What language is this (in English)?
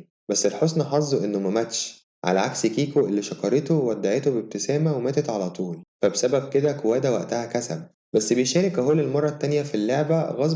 Egyptian Arabic